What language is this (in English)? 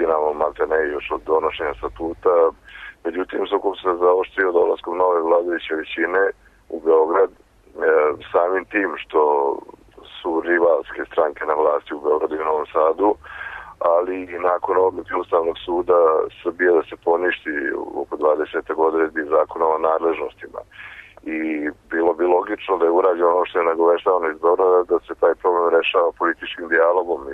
Serbian